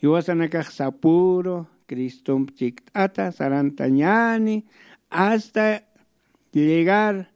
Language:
Aymara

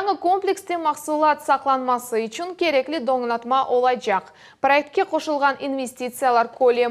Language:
Crimean Tatar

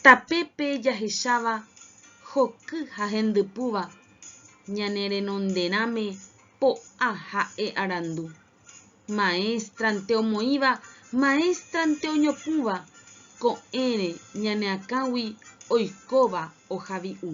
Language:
Guarani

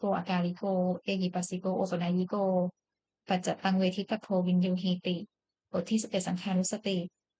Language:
Pali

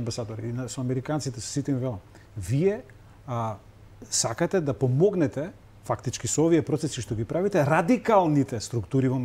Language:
Macedonian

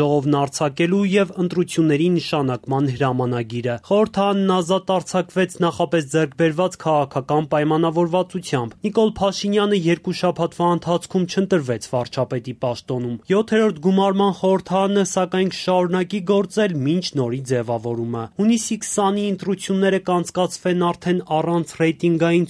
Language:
Armenian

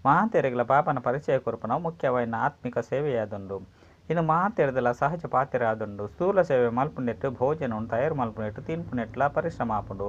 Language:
Tulu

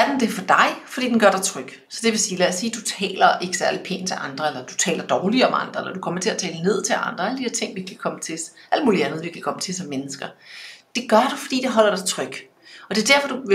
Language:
Danish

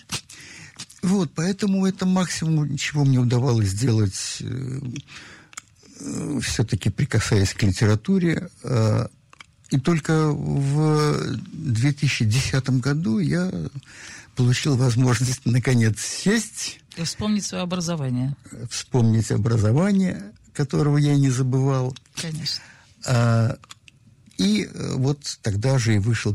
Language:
Russian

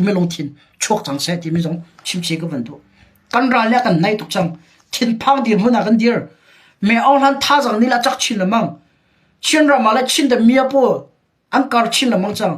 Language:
Hakha Chin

